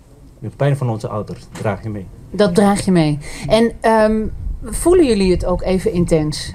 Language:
Dutch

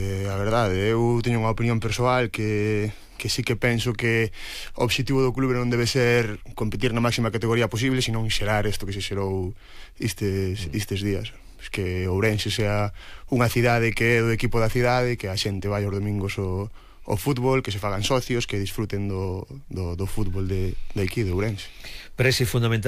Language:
Galician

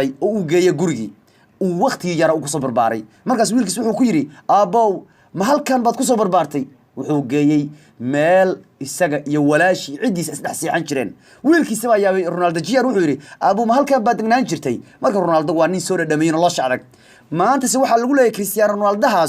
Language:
Somali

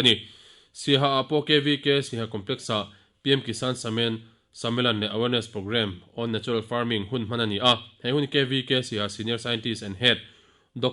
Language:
Mizo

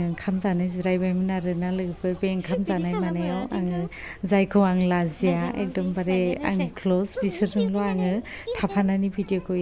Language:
Bodo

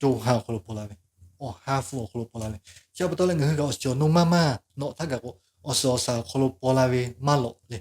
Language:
Lahu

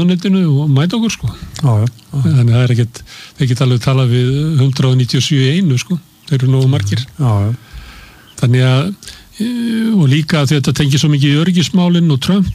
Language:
Icelandic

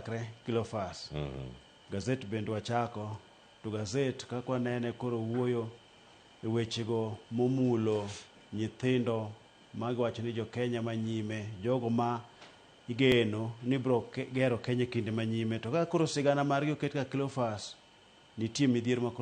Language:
Luo (Kenya and Tanzania)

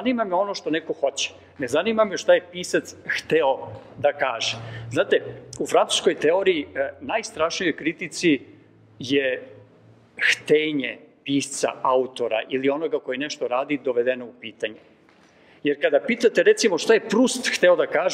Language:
Serbian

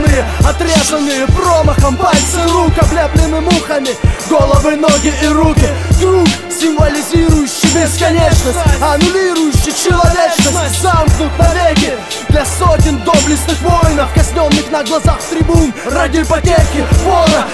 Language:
Russian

